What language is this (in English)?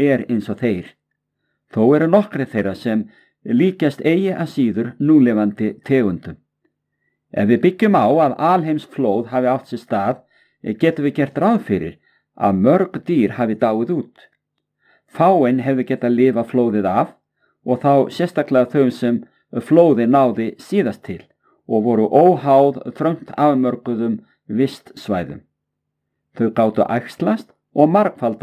Icelandic